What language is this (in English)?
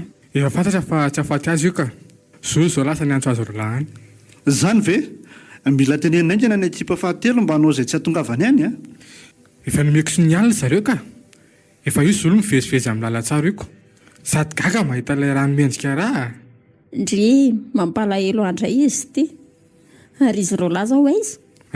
Malagasy